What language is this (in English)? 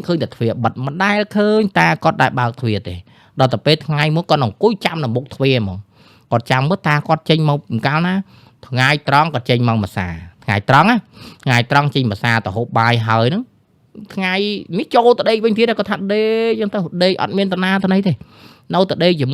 Khmer